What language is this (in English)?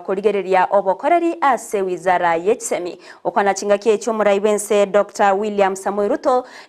Gusii